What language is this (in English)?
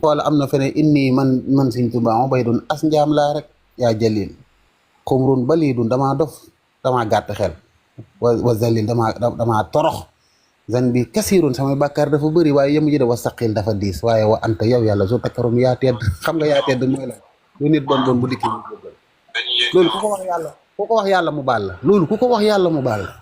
Wolof